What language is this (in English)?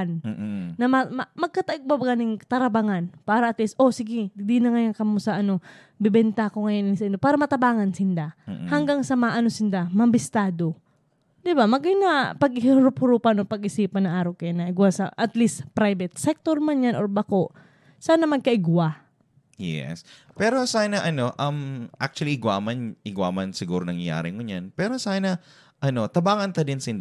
Bikol